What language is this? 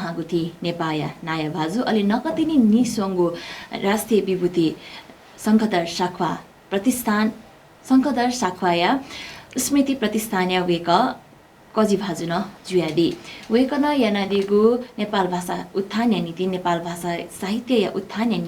Newari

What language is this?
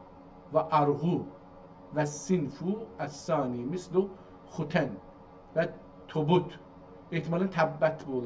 South Azerbaijani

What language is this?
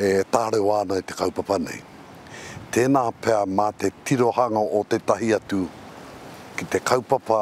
Māori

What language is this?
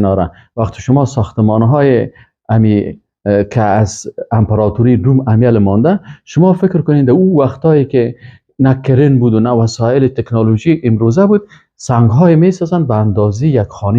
Persian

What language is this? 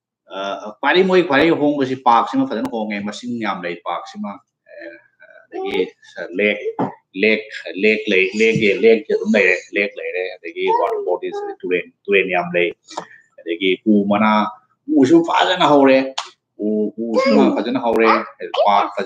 Manipuri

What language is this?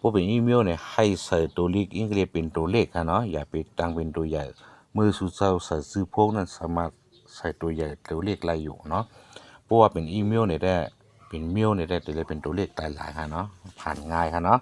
Shan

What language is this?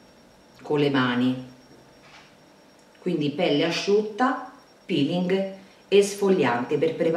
Italian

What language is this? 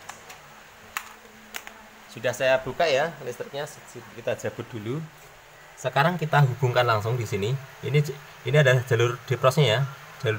Indonesian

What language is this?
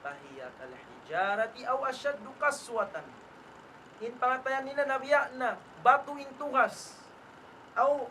Tausug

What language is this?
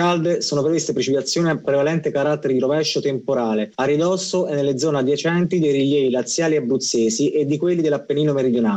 Italian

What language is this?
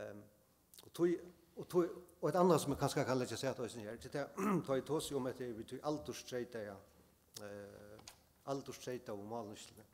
Faroese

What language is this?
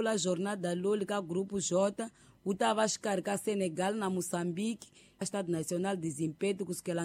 Tsonga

